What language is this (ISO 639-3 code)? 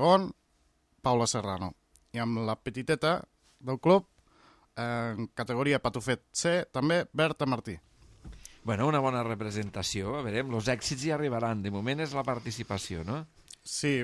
cat